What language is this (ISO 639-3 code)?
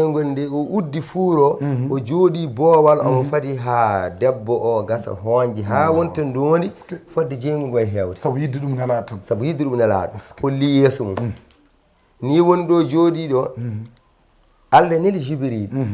ful